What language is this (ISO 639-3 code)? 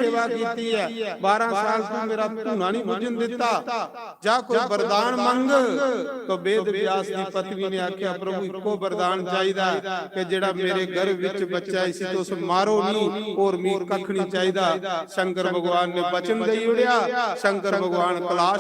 doi